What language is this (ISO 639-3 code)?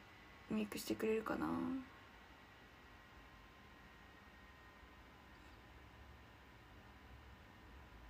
jpn